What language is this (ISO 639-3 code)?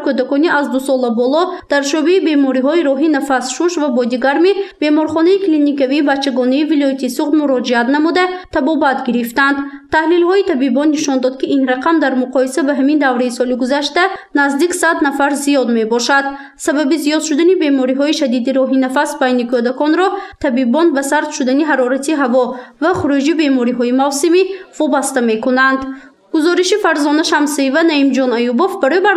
tgk